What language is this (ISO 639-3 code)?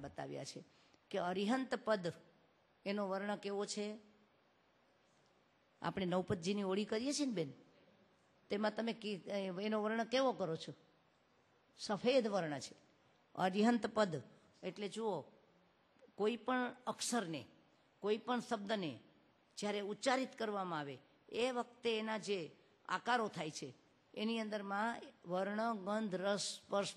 guj